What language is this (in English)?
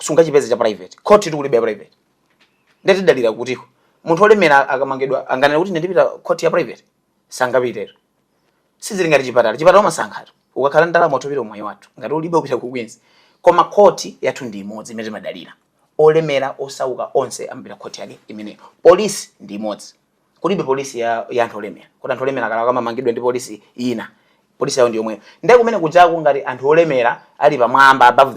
Nyanja